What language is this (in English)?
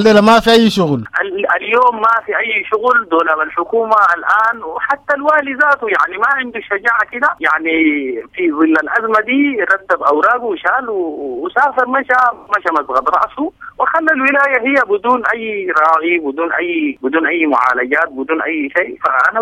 Sudanese Arabic